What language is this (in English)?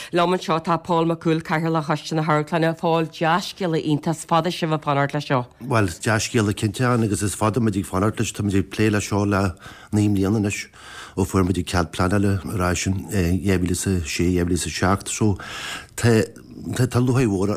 Irish